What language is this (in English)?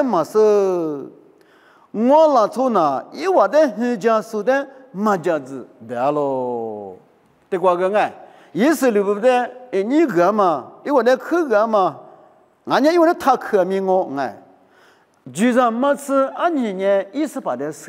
Lisu